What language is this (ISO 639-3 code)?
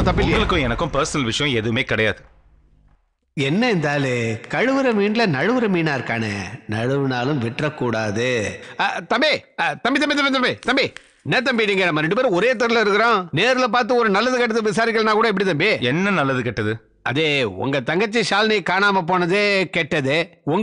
tam